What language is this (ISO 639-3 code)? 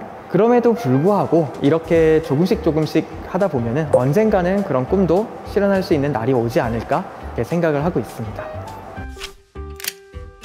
kor